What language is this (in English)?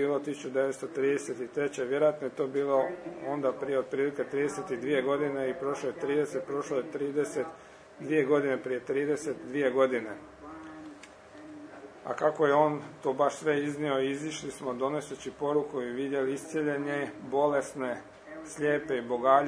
Croatian